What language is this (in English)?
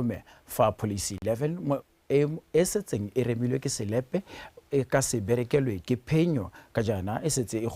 Tswana